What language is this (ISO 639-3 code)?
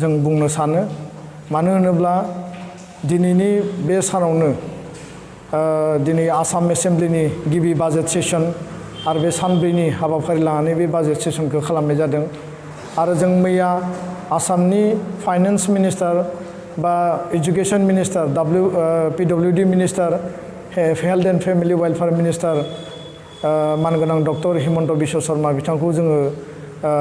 brx